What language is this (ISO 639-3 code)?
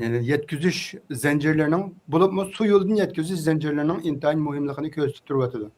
uig